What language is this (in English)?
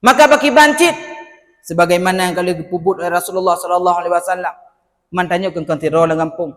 Achinese